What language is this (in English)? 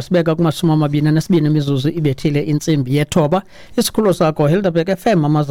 Xhosa